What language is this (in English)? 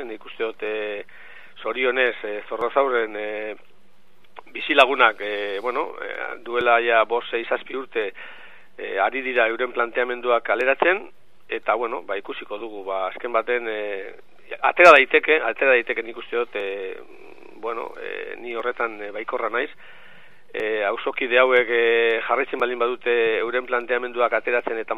Basque